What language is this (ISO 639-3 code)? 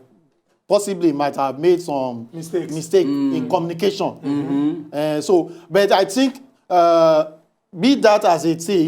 pcm